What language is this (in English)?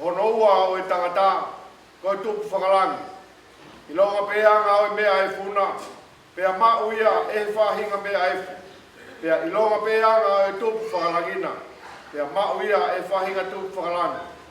Tongan